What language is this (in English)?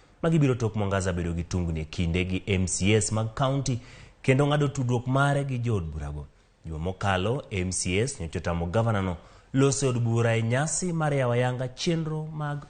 Luo (Kenya and Tanzania)